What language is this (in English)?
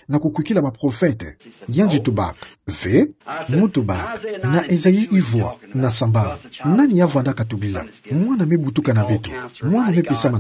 Kituba (Democratic Republic of Congo)